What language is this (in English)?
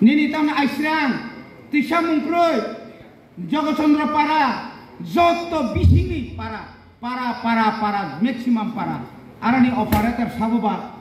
Kok Borok